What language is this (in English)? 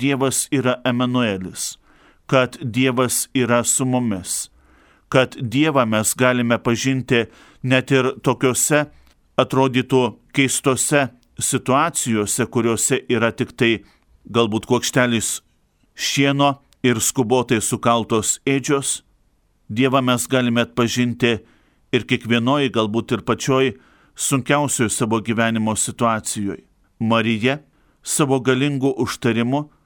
Lithuanian